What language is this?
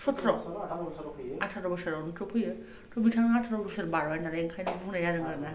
Bodo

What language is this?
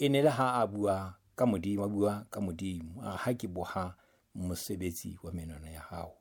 Southern Sotho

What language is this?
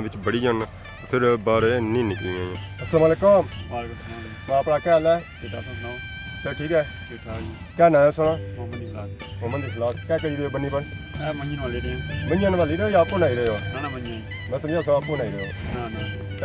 Pahari-Potwari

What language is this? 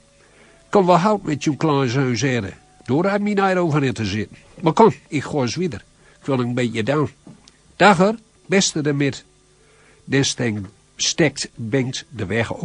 Gronings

